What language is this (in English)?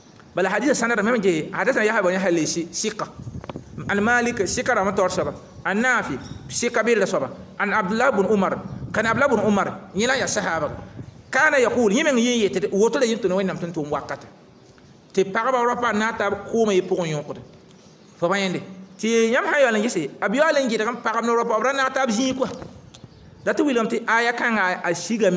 Mossi